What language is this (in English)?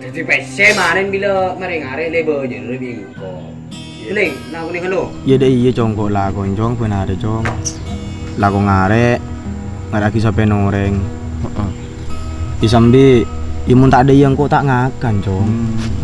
Madurese